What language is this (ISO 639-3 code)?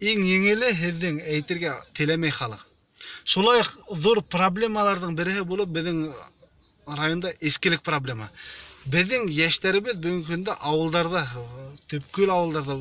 bak